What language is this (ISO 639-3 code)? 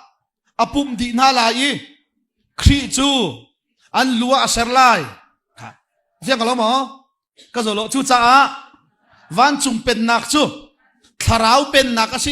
cnh